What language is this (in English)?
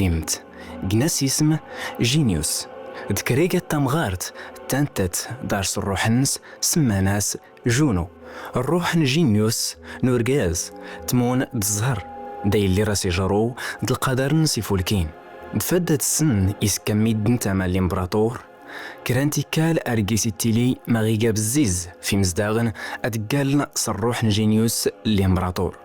Kabyle